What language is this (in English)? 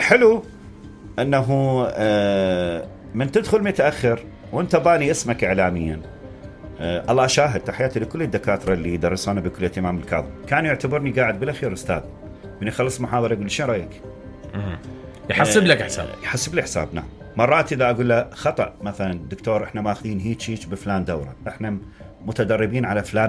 Mesopotamian Arabic